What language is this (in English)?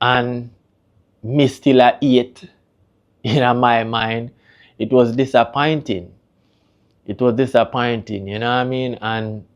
Jamaican Creole English